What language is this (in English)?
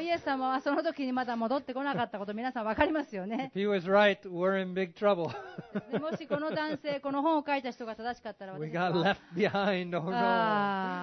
Japanese